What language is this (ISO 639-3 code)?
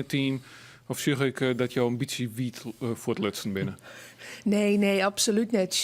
fry